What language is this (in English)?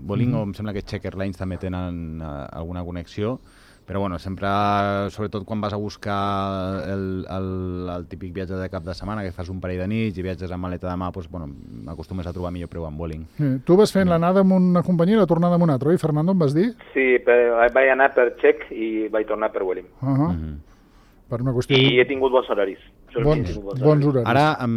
Catalan